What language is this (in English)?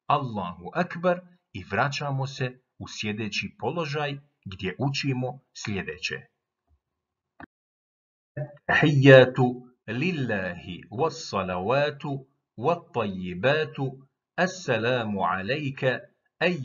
Bosnian